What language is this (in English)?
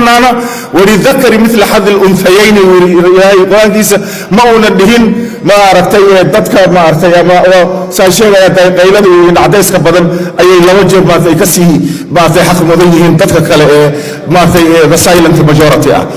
Somali